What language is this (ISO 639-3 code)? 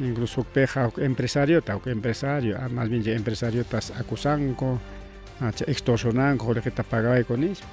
quy